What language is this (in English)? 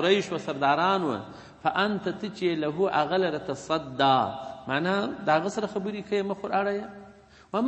Pashto